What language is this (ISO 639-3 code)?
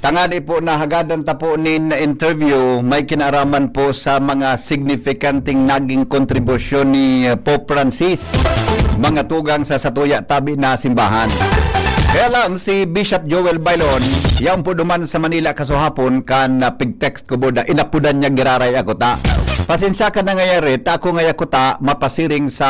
bik